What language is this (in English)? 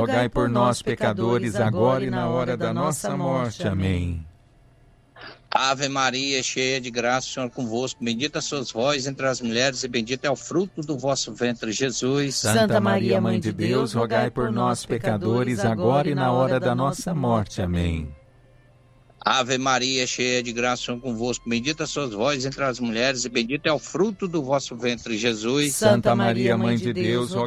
Portuguese